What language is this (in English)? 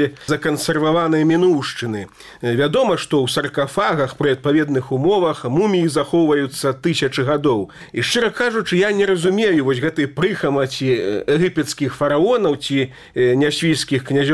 Belarusian